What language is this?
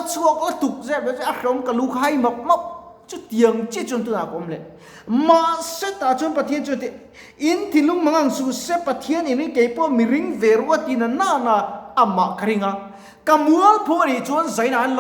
Mizo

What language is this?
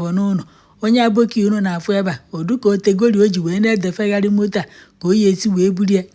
Igbo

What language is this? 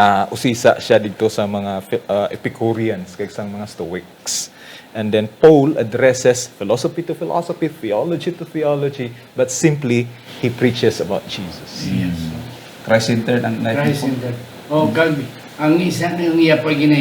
Hiligaynon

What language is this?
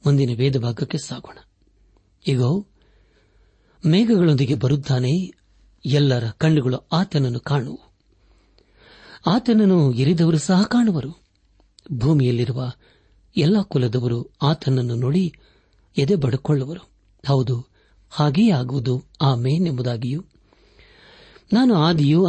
Kannada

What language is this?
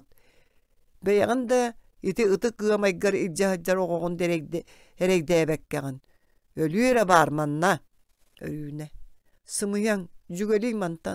Yakut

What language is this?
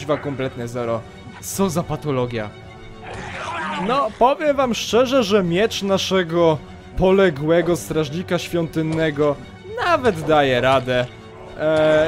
Polish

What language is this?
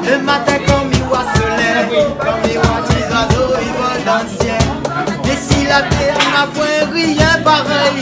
Réunion Creole French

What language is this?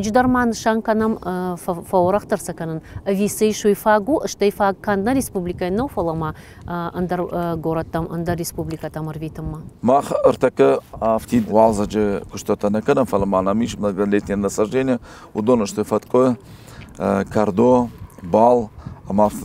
Ossetic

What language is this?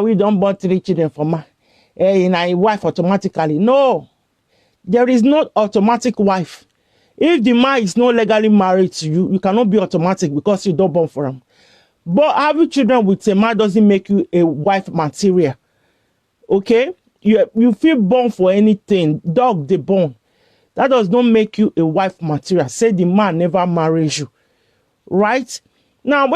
Nigerian Pidgin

